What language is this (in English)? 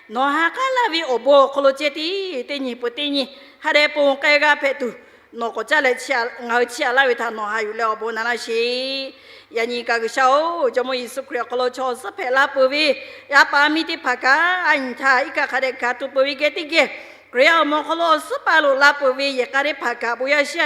Lahu